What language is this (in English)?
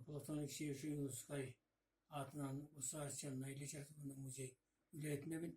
Yakut